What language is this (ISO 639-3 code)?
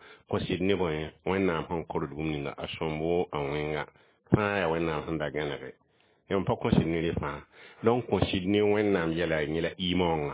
mos